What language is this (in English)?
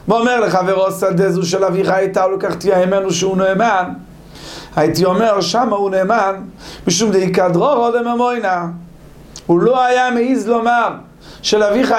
Hebrew